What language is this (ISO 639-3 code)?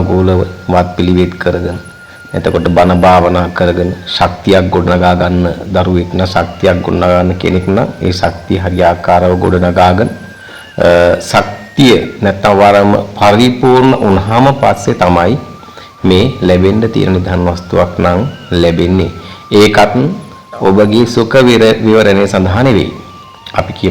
sin